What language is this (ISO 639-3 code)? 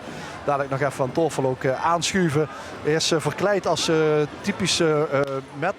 lim